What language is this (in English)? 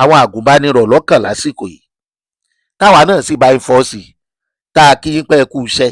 Yoruba